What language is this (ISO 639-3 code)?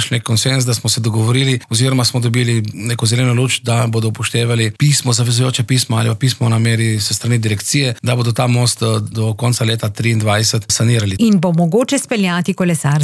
slv